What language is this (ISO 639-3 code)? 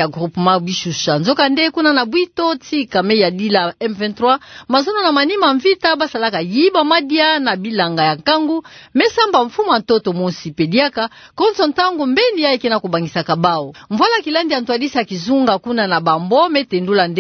ktu